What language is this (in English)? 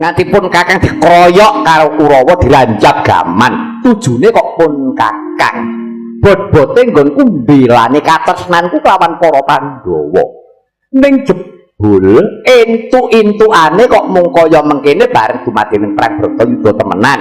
Javanese